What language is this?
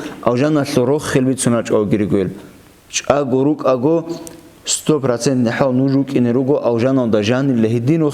Avaric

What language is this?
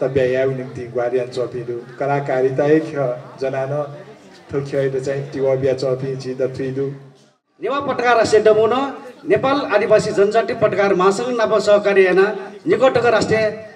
Newari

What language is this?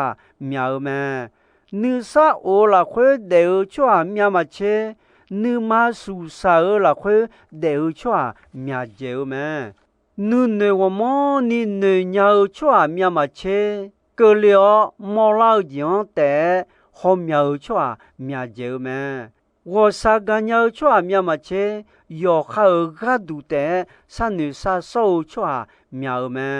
Akha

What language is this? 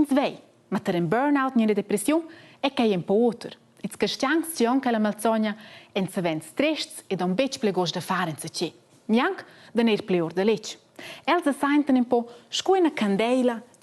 Romansh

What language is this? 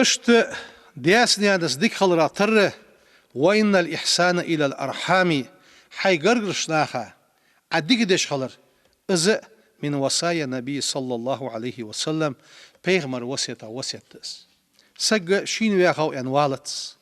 Ingush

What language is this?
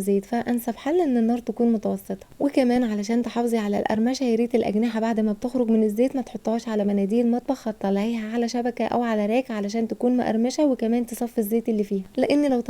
Egyptian Arabic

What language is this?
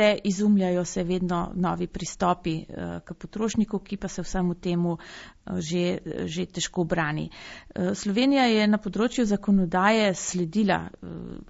Slovenian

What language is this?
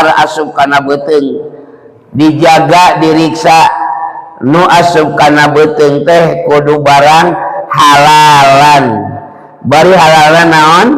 Sundanese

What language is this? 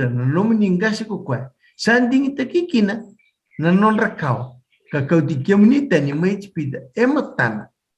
Fijian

